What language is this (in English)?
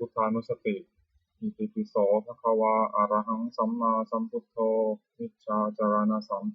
Pali